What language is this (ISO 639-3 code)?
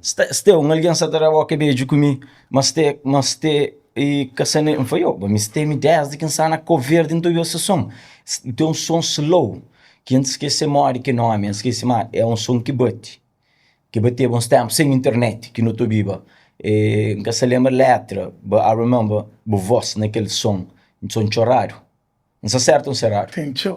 kea